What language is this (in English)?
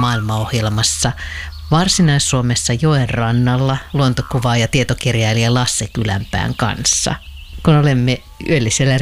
Finnish